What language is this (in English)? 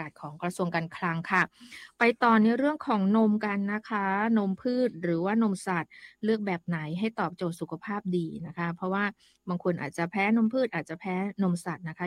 Thai